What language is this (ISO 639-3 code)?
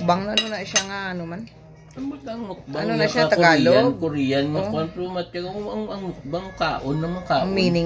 hil